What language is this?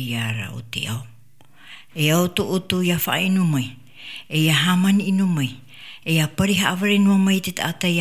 Tahitian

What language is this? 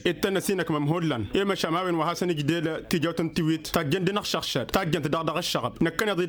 Tamasheq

